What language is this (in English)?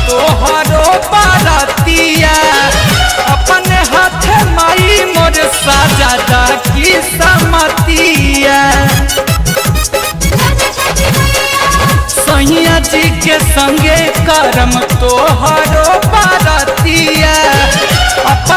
Bhojpuri